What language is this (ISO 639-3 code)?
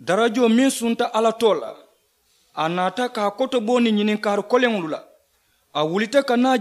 man